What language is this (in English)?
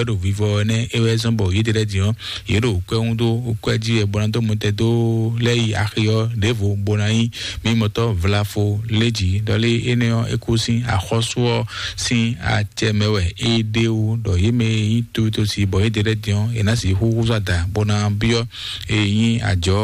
Fon